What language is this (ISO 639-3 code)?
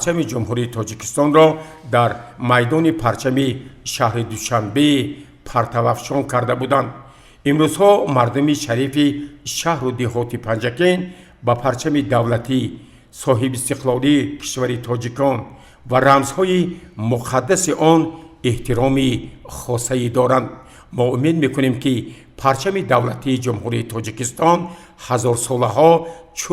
tgk